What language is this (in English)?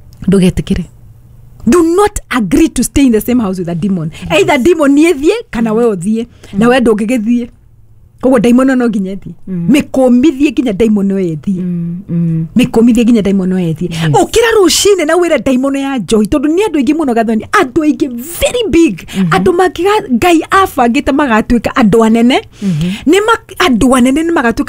Kikuyu